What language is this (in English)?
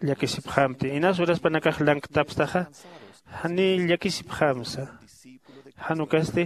Aymara